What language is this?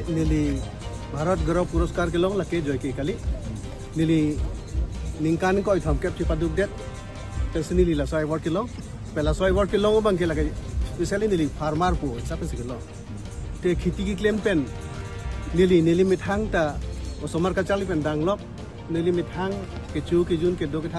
Karbi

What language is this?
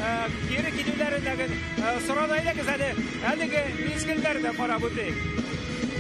Tatar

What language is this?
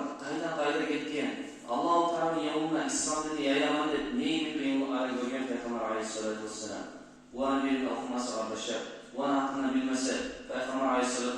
Kumyk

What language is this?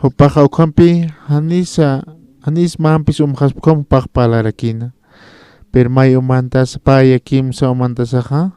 Aymara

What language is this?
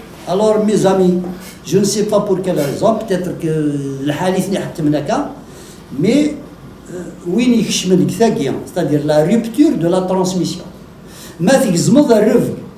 Kabyle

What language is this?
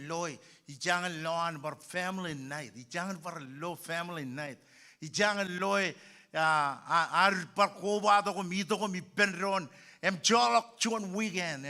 Marshallese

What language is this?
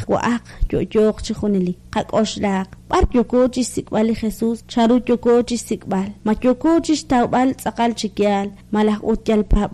Kekchí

